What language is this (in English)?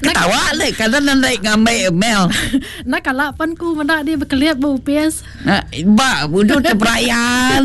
Iban